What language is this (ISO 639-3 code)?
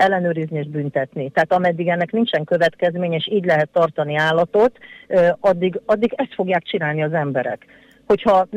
hun